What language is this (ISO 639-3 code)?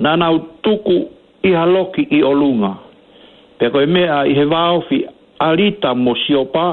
ton